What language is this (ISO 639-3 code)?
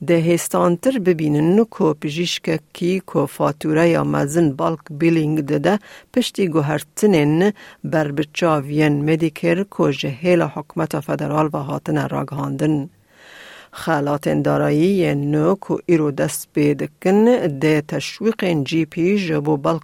kur